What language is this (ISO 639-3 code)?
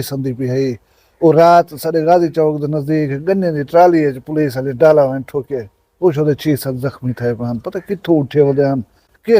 skr